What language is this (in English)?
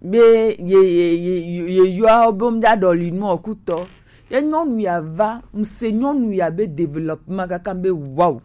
Gen